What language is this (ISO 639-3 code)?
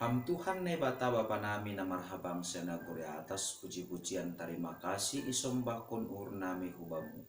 bts